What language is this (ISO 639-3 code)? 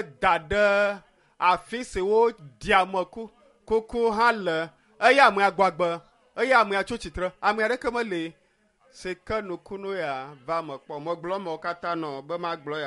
ewe